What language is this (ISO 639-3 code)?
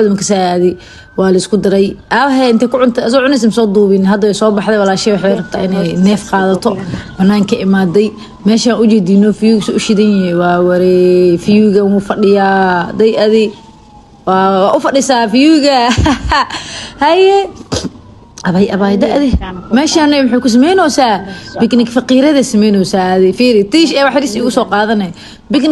som